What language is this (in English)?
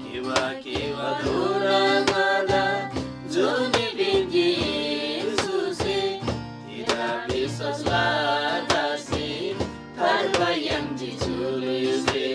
Eastern Tamang